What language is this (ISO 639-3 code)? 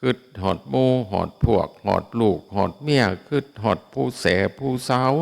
tts